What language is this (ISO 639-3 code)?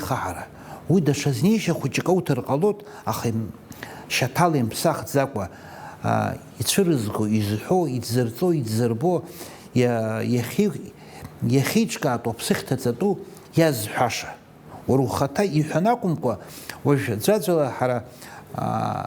abk